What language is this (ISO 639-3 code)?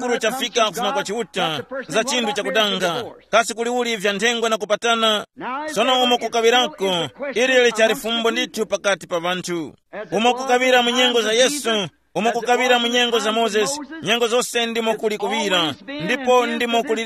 tum